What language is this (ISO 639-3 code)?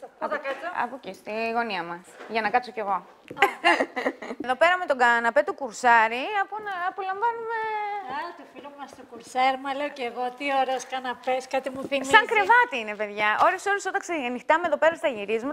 ell